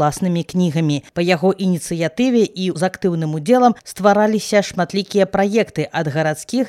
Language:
Belarusian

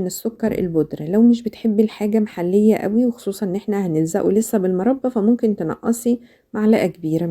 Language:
Egyptian Arabic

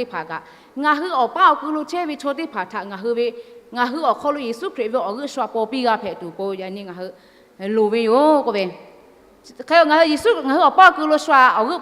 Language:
Lahu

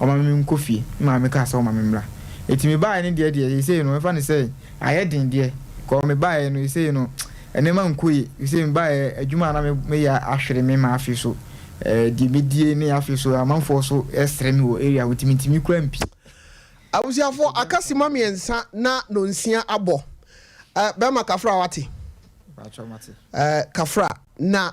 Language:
Akan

